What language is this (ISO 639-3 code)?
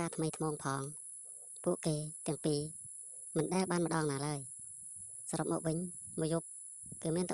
khm